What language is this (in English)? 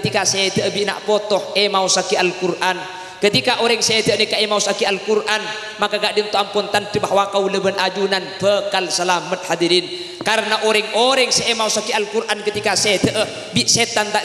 Madurese